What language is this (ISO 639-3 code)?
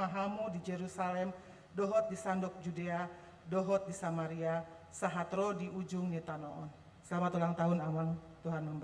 bbc